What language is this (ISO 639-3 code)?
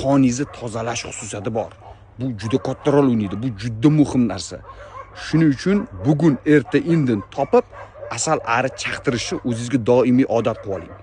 uzb